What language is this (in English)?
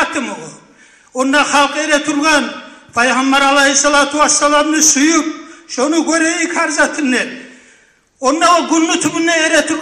Kumyk